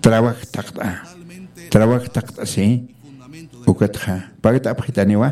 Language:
Aymara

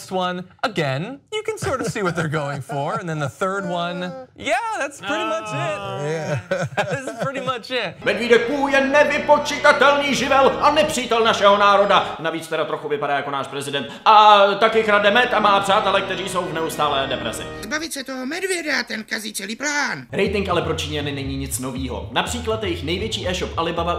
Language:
Czech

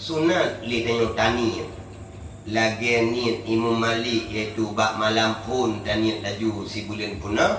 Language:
Achinese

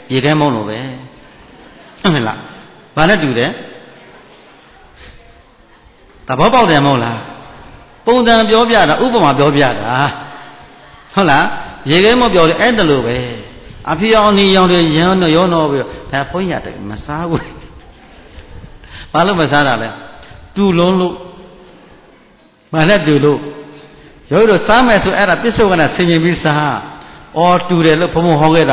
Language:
Burmese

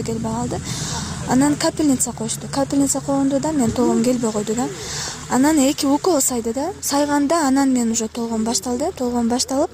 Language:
Kyrgyz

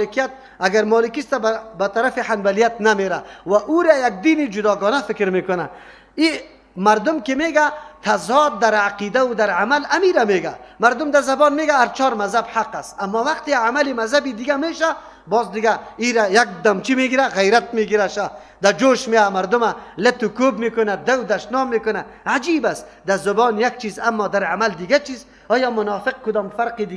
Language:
Persian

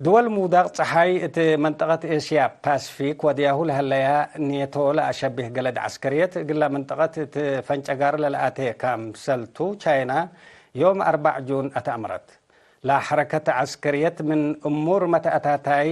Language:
Tigre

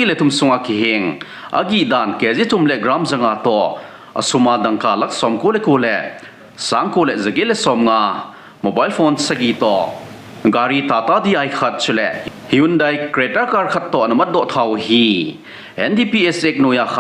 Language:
Thado Chin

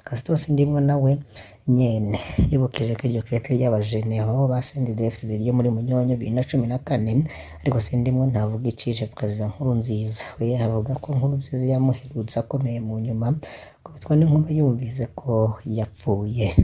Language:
Rundi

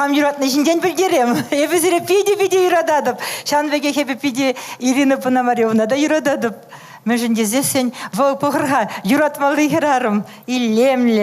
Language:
Chuvash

